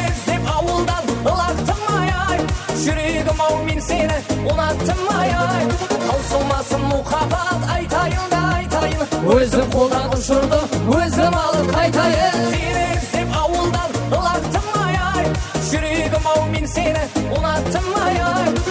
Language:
Kara-Kalpak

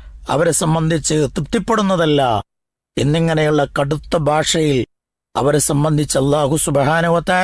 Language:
Malayalam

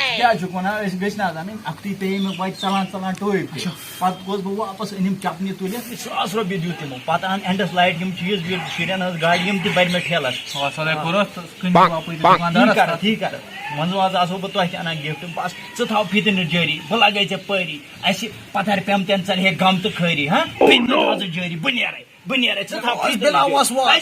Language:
Kashmiri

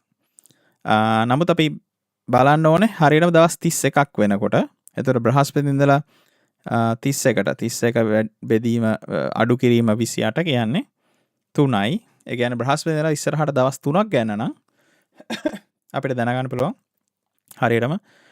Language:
Sinhala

